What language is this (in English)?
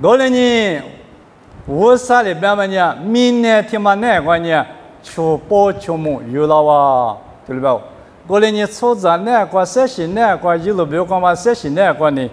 Lisu